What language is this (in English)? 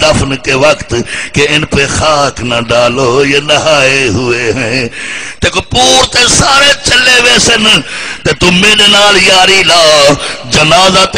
Saraiki